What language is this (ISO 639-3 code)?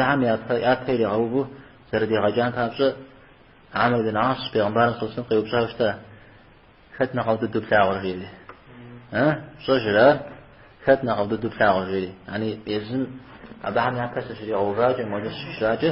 kbd